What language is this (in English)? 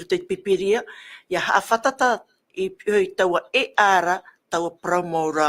Tahitian